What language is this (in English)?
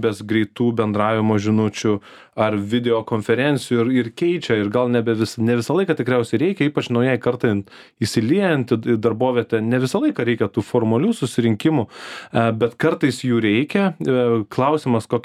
Lithuanian